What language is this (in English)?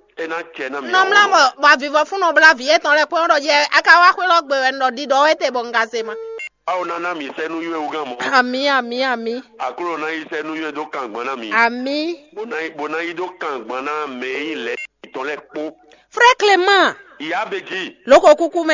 Fon